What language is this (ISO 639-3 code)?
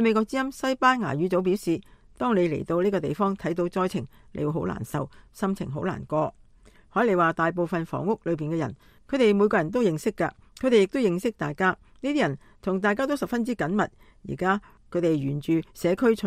yue